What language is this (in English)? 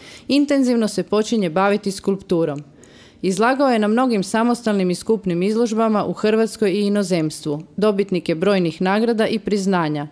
Croatian